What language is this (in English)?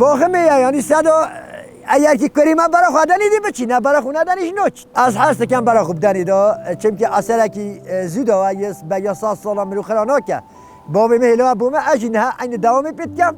Kurdish